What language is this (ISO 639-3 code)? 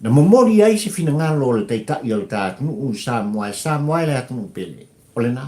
smo